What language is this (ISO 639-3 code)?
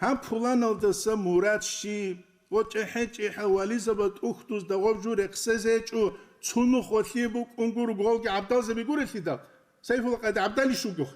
ava